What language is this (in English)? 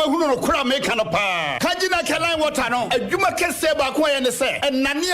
Akan